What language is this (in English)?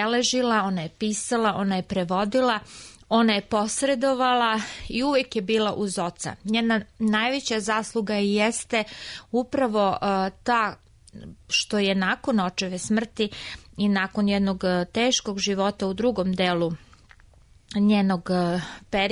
Serbian